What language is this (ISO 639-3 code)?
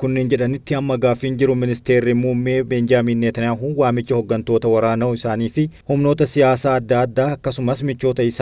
orm